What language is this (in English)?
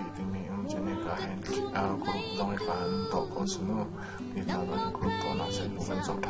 Hakha Chin